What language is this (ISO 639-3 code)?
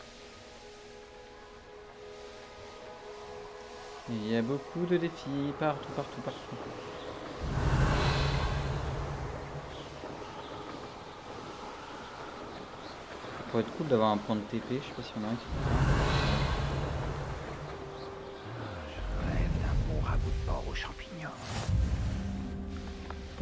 fra